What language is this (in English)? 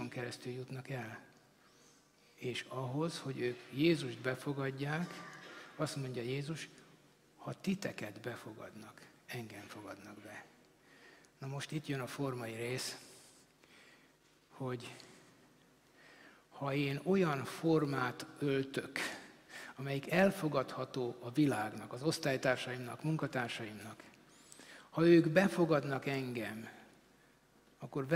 Hungarian